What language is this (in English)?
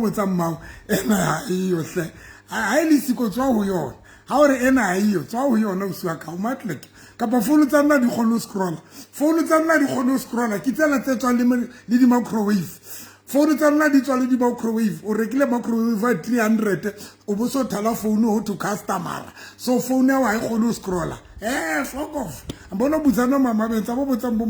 Southern Sotho